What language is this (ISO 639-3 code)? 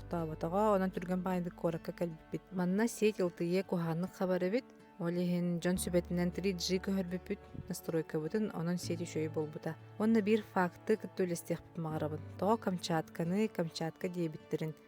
sah